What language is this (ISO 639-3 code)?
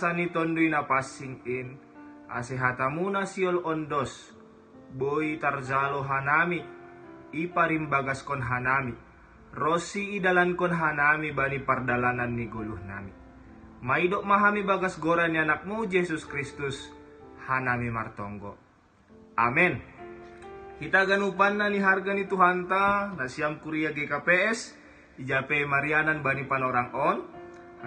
bts